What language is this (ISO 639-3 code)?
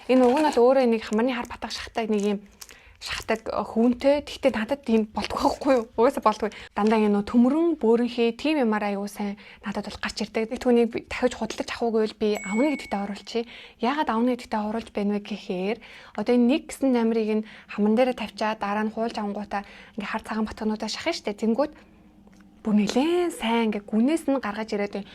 mon